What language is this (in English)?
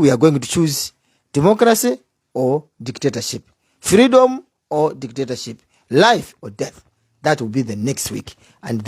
Nyanja